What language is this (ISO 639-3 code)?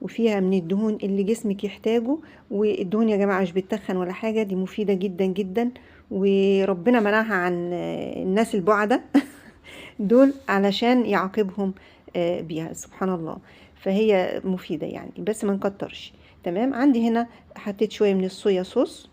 arz